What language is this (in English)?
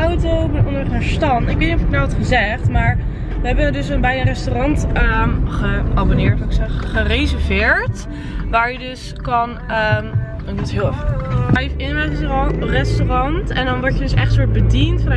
Dutch